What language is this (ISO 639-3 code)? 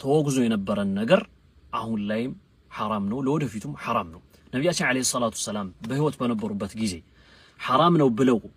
amh